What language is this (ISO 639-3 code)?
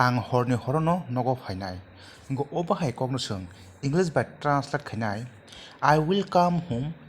trp